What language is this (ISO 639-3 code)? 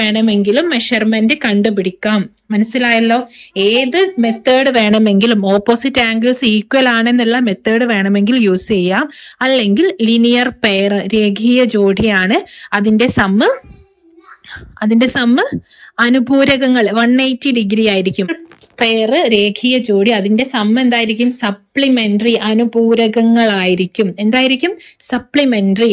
mal